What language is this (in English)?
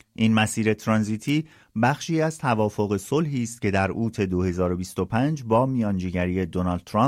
Persian